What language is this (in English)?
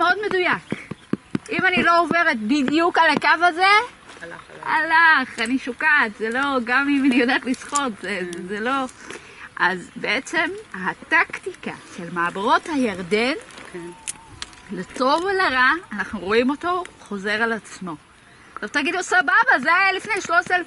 Hebrew